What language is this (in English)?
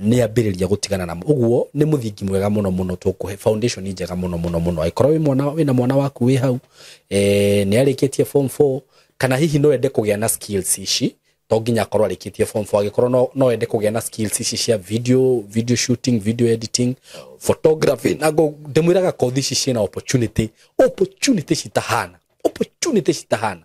Kikuyu